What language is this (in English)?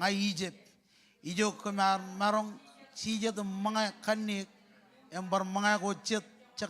Marshallese